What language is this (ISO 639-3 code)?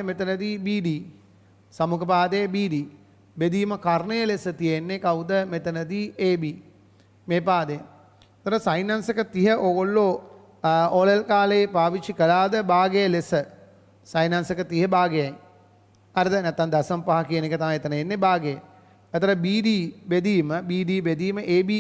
sin